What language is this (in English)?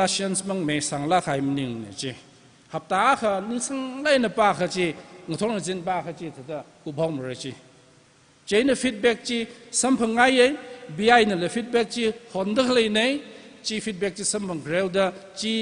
Tangkhul Naga (India)